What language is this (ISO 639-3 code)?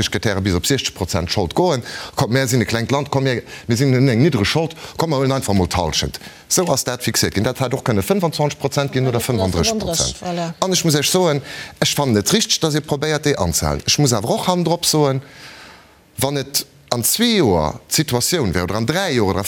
ltz